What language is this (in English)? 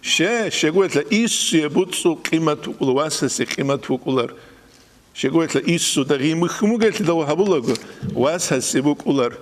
Avaric